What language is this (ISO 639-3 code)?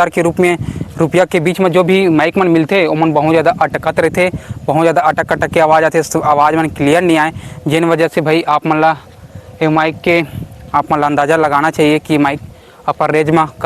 hne